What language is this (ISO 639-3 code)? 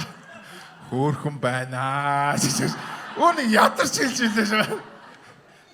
mon